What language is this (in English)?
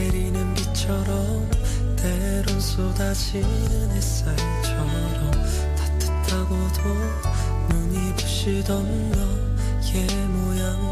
Korean